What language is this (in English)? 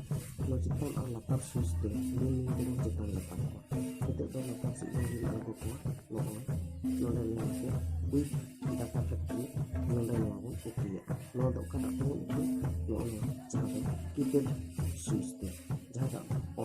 Santali